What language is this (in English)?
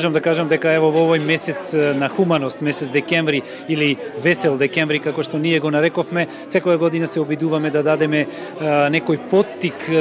Macedonian